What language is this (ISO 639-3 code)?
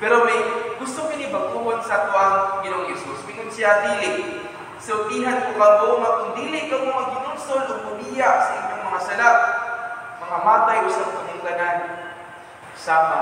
ceb